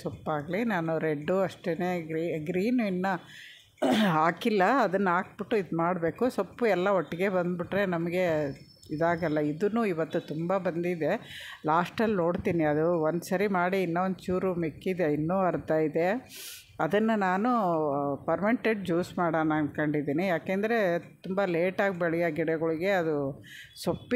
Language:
Kannada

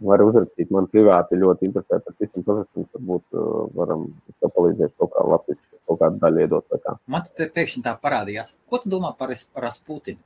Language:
Latvian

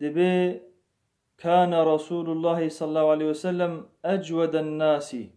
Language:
Kurdish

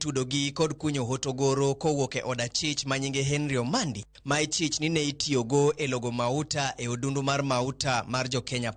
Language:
Luo (Kenya and Tanzania)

